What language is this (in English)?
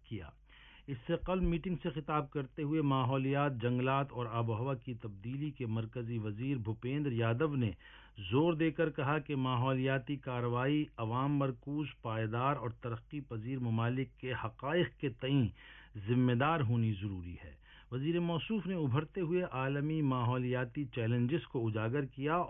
Urdu